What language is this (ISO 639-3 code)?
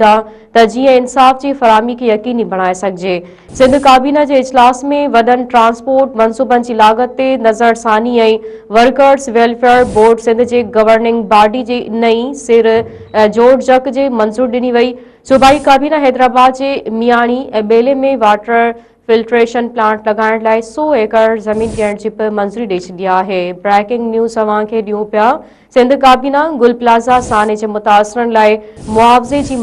snd